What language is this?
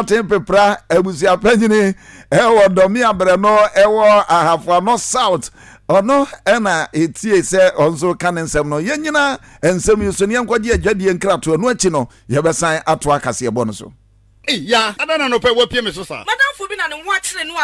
Akan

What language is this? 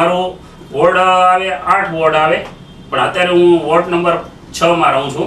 Gujarati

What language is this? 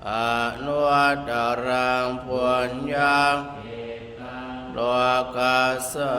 Pali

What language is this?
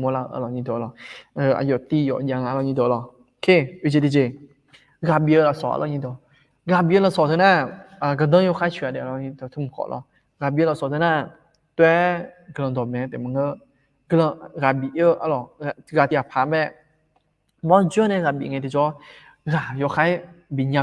Akha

